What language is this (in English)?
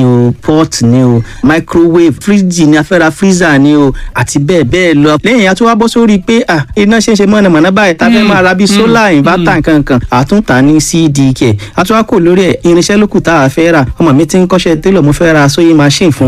Yoruba